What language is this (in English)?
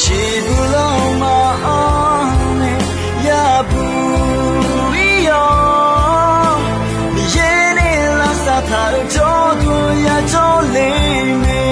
Akha